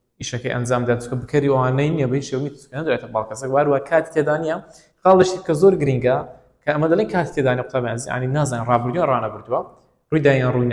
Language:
Central Kurdish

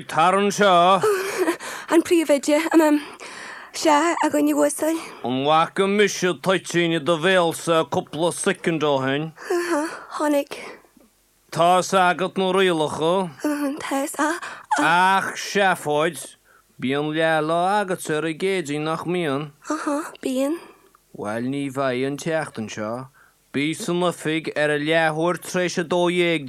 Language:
Irish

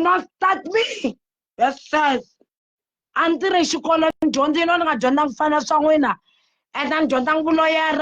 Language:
Tsonga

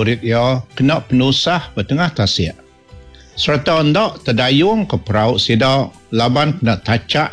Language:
Iban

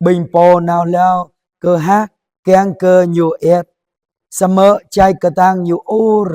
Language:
Jarai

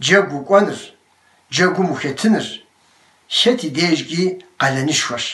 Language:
Kabardian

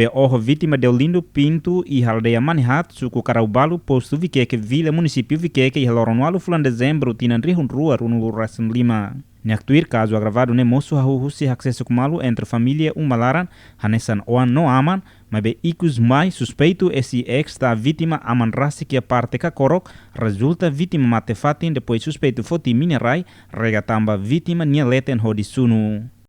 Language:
Tetum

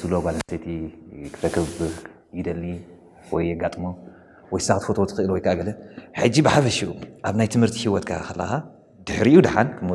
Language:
Tigrinya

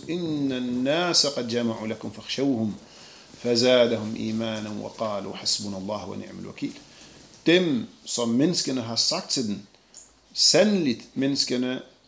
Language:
Danish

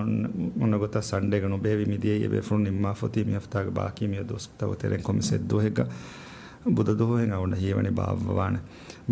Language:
Divehi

